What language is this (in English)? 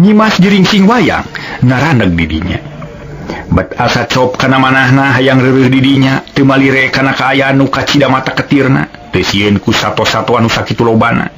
Sundanese